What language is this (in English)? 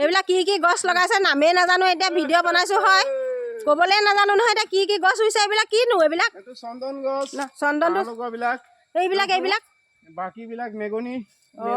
Assamese